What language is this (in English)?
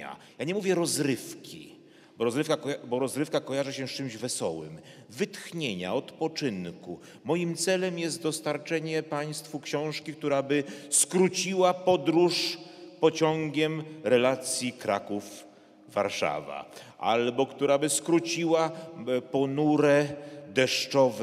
Polish